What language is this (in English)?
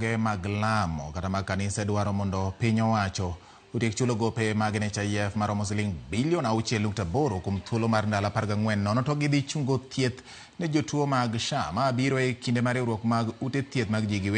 Luo (Kenya and Tanzania)